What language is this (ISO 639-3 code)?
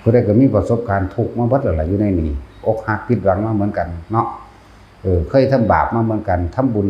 tts